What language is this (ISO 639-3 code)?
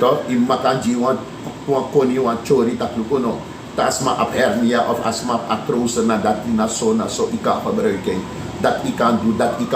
srn